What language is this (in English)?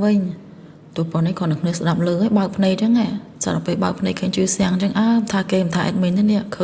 Khmer